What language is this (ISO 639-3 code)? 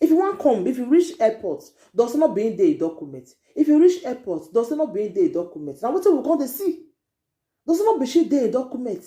pcm